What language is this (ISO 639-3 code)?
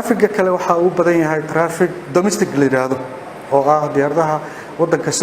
som